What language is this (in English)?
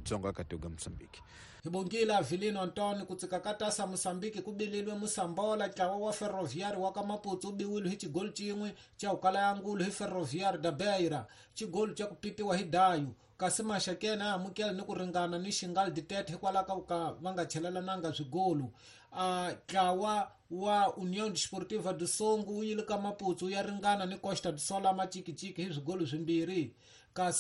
Tsonga